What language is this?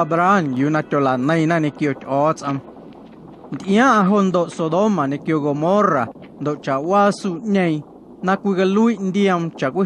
Guerrero Amuzgo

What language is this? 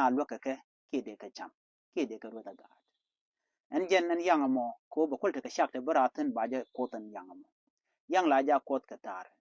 Nuer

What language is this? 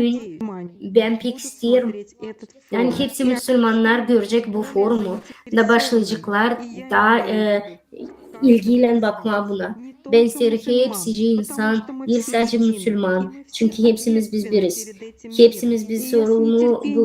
Gagauz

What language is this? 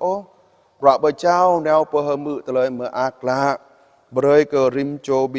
Jarai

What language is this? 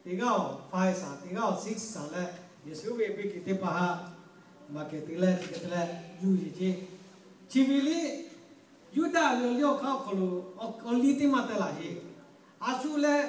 Lahu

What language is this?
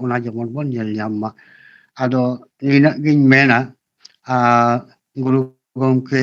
Santali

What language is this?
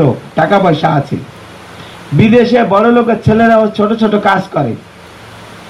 Bangla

